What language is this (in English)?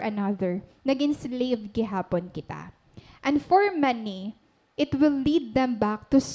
Waray